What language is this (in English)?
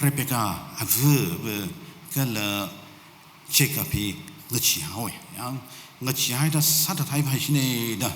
Tangkhul Naga (India)